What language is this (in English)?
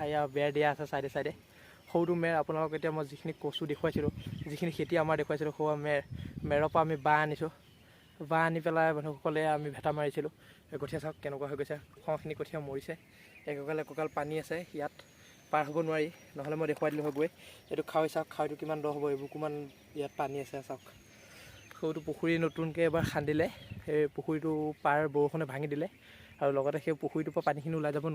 Assamese